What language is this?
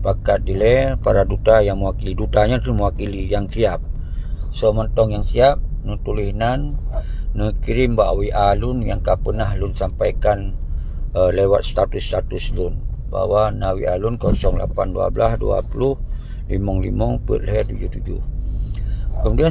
Achinese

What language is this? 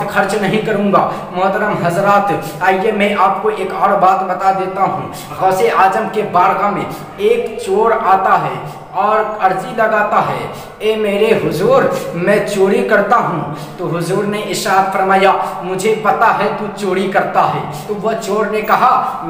Urdu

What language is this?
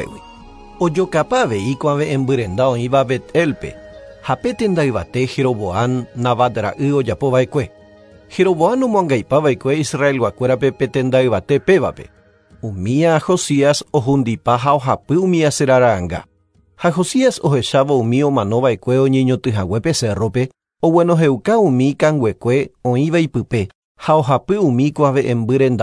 Guarani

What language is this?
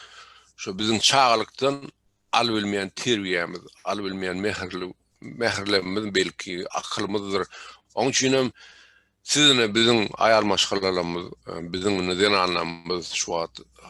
Turkmen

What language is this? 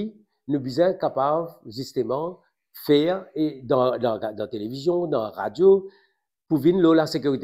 Morisyen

